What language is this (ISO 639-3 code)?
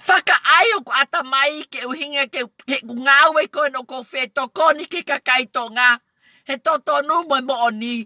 ton